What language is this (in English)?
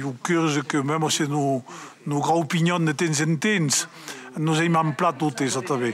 Occitan